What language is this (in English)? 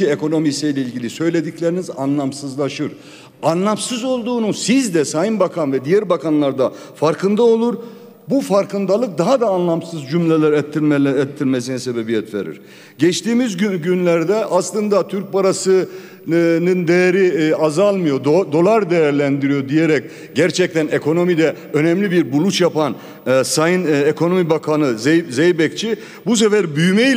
Turkish